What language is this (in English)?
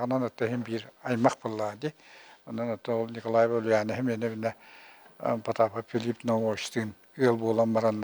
Yakut